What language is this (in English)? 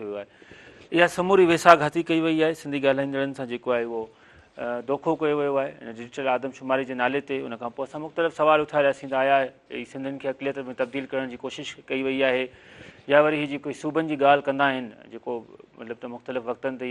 Sindhi